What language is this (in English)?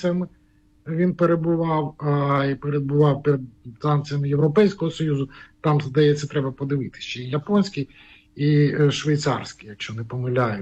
Ukrainian